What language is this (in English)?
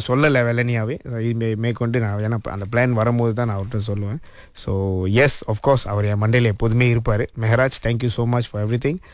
Tamil